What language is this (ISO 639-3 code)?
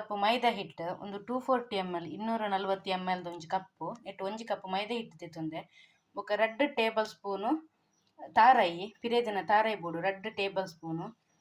tcy